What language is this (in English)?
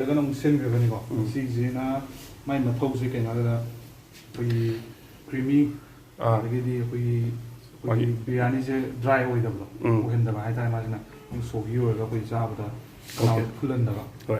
Manipuri